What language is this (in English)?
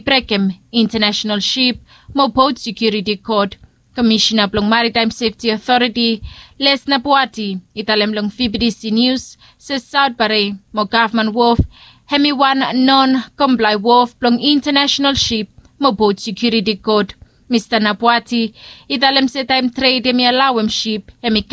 Bislama